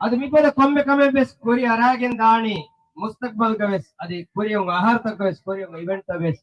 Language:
Divehi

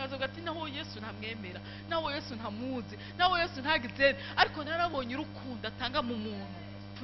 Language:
Rundi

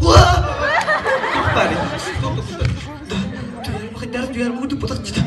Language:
Yakut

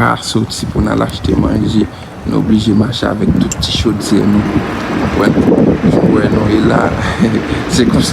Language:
Haitian Creole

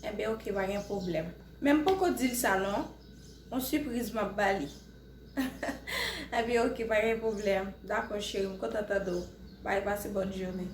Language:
Haitian Creole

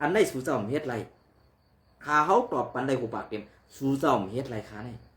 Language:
Shan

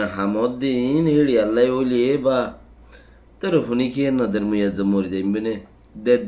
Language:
Rohingya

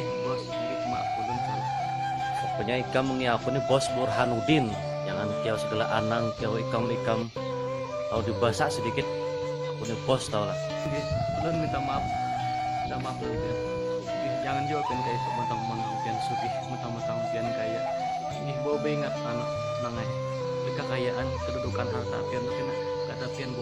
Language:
Banjar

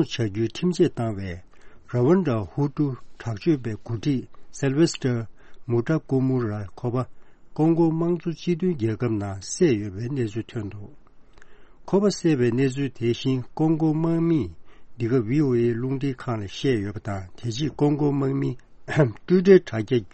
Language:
Tibetan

